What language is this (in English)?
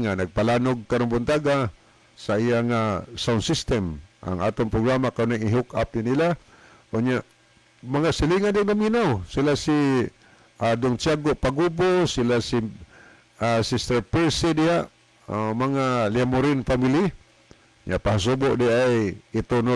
Cebuano